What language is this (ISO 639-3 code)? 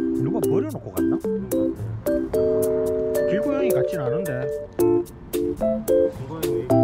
kor